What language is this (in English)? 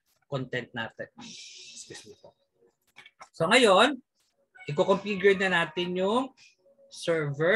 Filipino